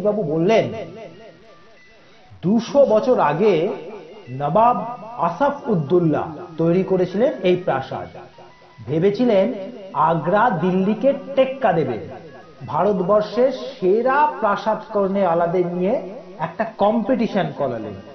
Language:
Bangla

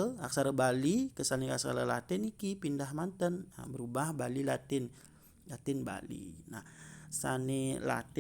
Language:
Balinese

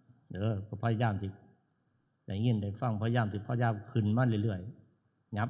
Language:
Northeastern Thai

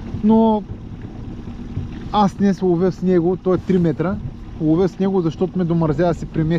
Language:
Bulgarian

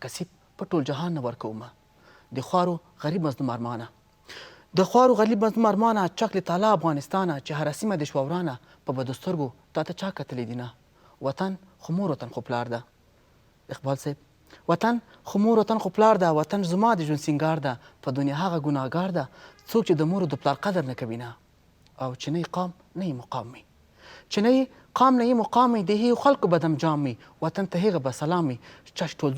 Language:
Pashto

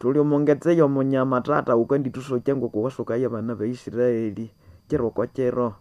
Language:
Nande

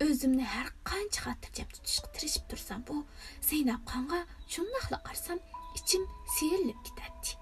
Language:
Uyghur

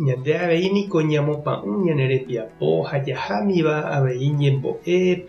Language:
Guarani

